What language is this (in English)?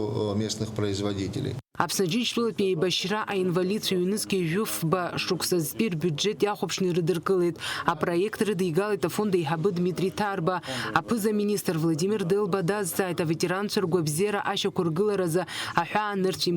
Abkhazian